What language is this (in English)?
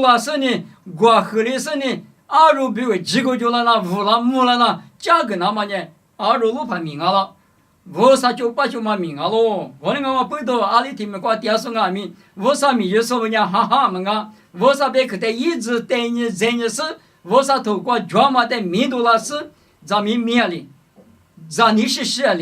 Lisu